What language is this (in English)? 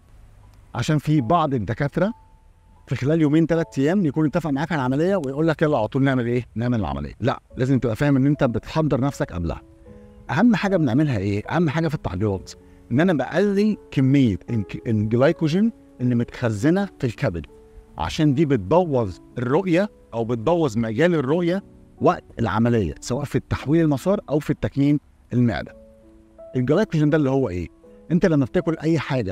Egyptian Arabic